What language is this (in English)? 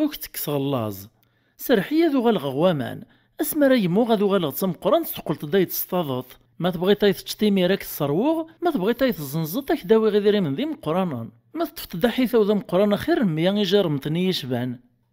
Kabyle